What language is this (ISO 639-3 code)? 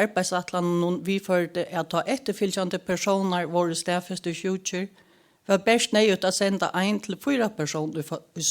fao